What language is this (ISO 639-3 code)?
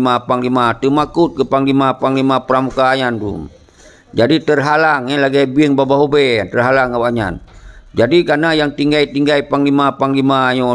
ace